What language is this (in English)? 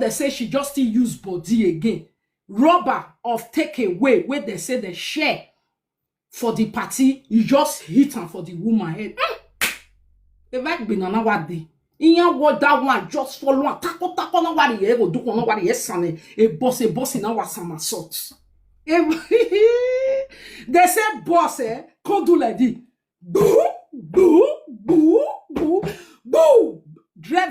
Nigerian Pidgin